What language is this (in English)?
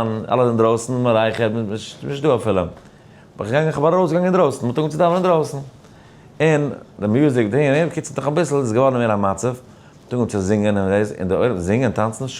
Yiddish